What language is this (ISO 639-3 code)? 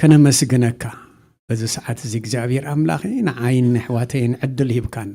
tir